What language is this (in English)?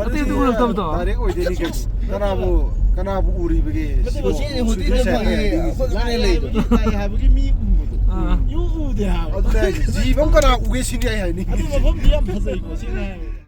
Manipuri